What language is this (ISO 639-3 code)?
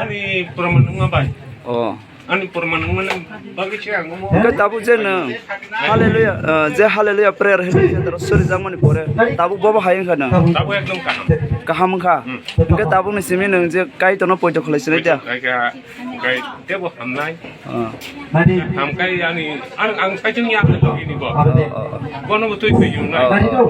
trp